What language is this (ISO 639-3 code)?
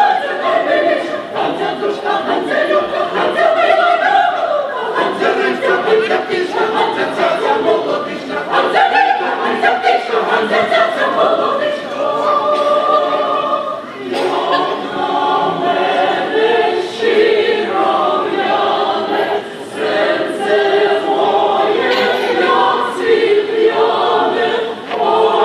ukr